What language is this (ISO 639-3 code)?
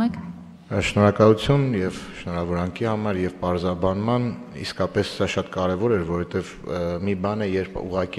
hye